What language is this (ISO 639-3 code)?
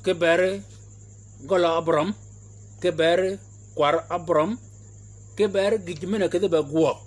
shk